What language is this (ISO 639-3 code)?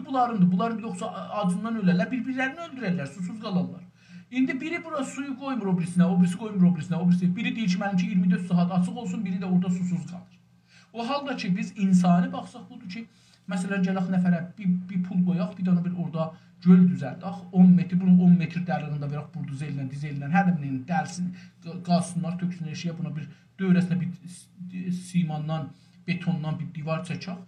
azb